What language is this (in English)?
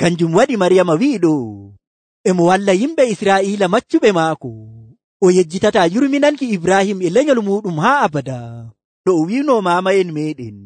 Nigerian Fulfulde